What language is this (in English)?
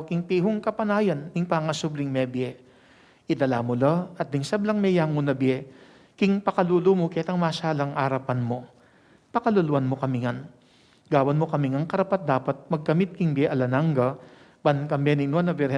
Pampanga